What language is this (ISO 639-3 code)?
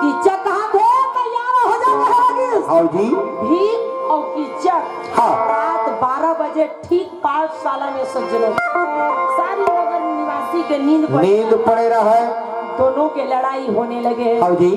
hne